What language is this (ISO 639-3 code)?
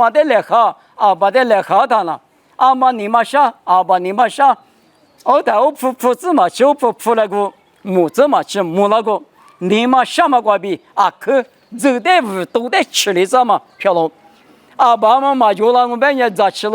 lis